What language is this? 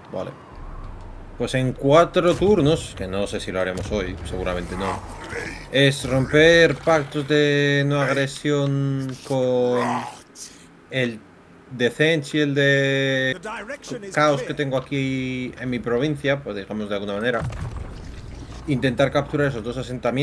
Spanish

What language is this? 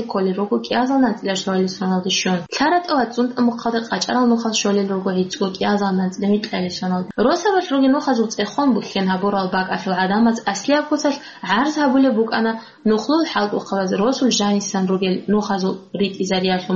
Avaric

